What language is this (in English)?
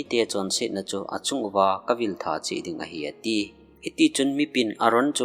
Thado Chin